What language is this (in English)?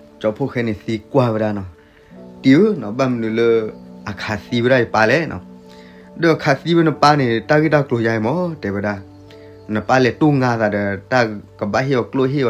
S'gaw Karen